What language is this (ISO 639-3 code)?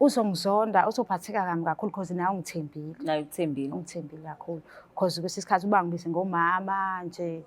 zul